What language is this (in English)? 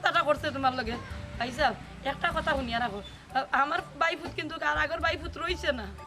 Sylheti